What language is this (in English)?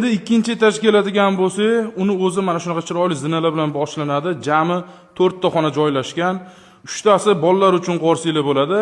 Uzbek